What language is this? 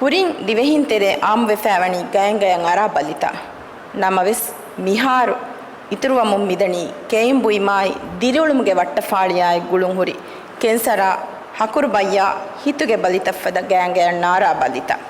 Divehi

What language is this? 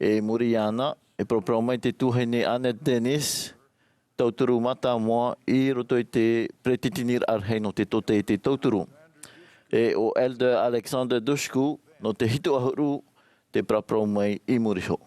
Tahitian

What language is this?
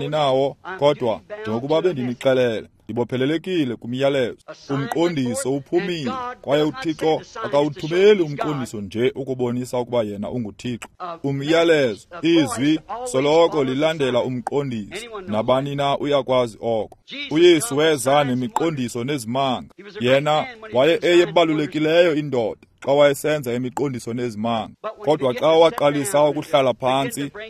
Xhosa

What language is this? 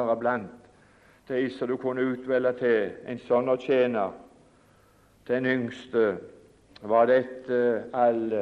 Norwegian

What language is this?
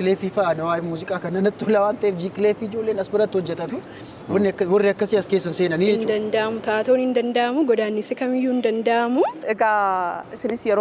Oromo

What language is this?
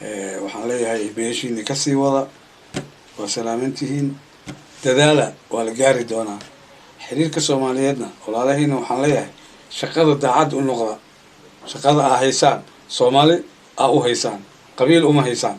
Somali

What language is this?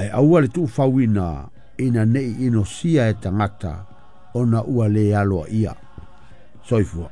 Samoan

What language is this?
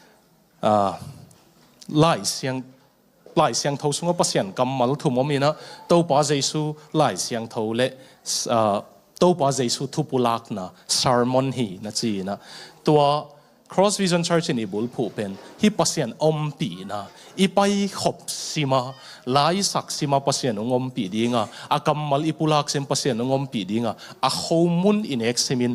Tedim Chin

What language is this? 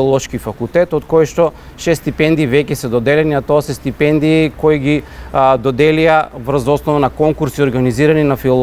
Macedonian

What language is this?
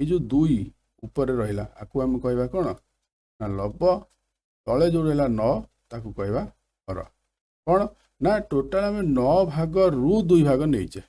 Odia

